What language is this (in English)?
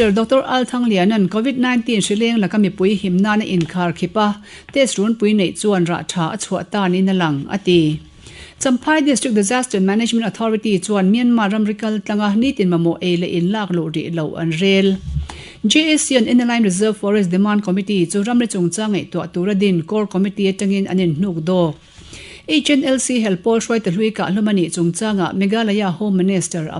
Mizo